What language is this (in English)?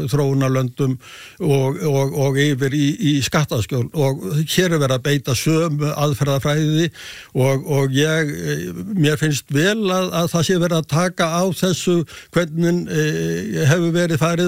Icelandic